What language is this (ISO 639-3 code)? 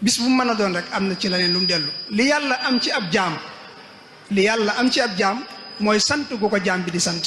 wol